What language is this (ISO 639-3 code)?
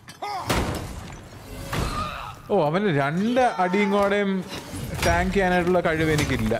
mal